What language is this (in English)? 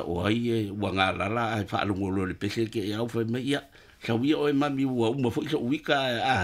Samoan